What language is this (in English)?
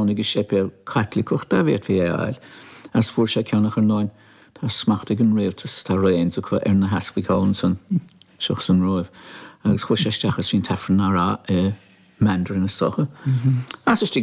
Irish